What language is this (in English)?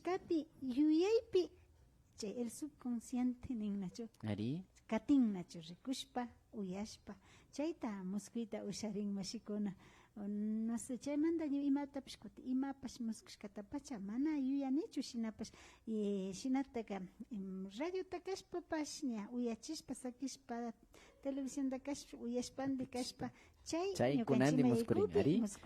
Imbabura Highland Quichua